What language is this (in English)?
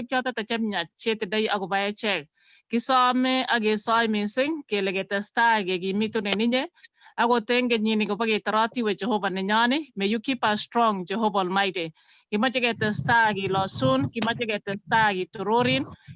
Kalenjin